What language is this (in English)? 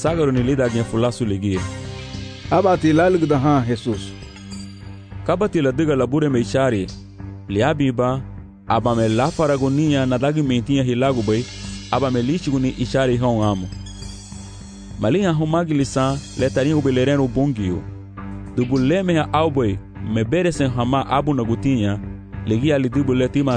Garifuna